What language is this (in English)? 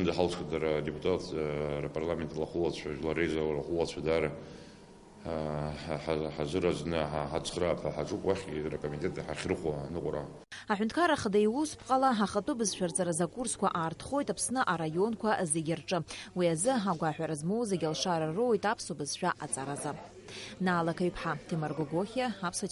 Abkhazian